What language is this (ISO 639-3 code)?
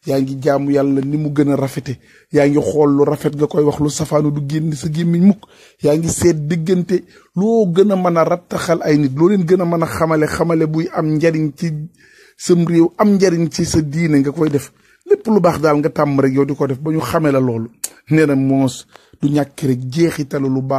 wol